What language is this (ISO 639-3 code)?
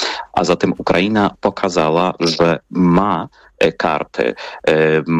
pol